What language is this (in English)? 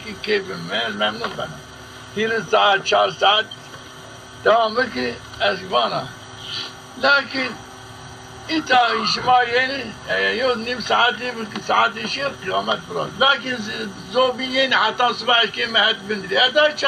Zaza